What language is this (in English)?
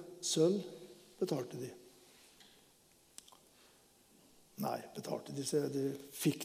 Norwegian